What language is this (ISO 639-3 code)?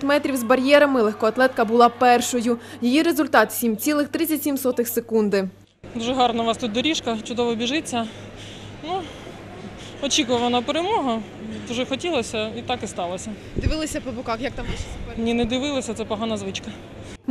ukr